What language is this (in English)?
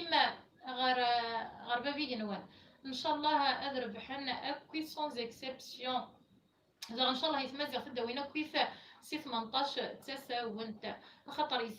Kabyle